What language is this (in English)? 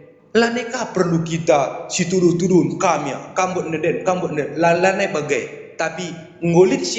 Batak Karo